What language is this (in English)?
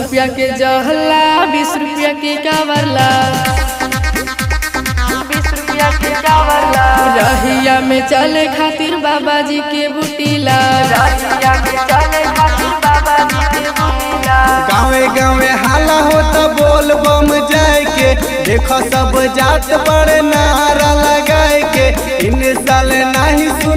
Bhojpuri